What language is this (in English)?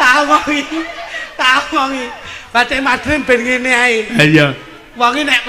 Javanese